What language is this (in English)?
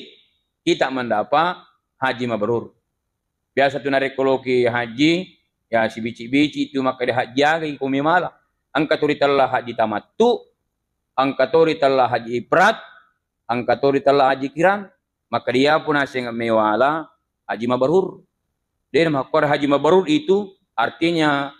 Buginese